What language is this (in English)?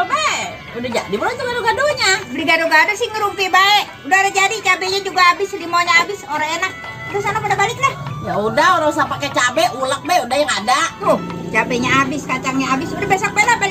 Betawi